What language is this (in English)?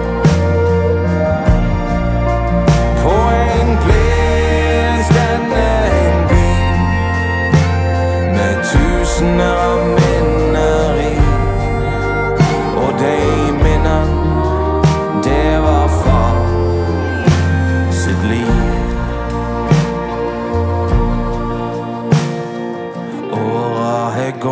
Norwegian